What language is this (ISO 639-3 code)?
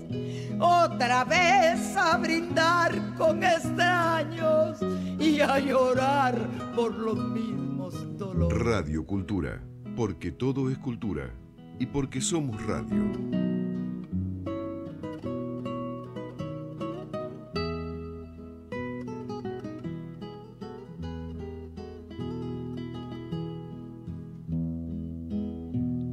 spa